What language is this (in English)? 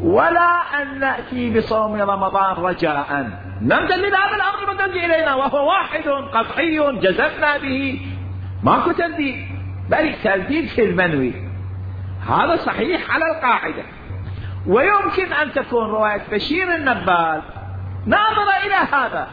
Mesopotamian Arabic